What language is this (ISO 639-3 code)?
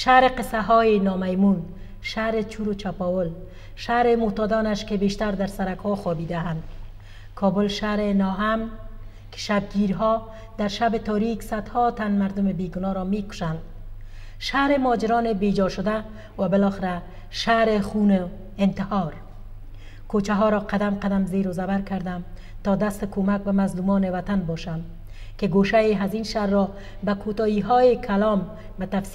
fas